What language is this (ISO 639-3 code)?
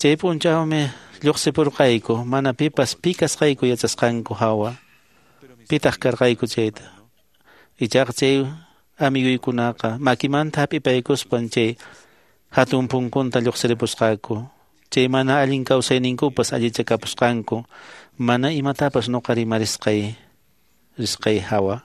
que